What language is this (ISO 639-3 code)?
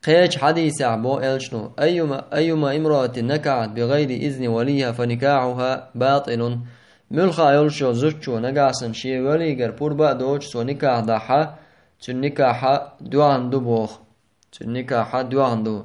che